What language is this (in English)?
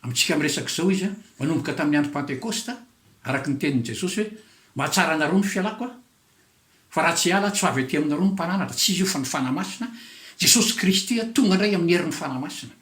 Malagasy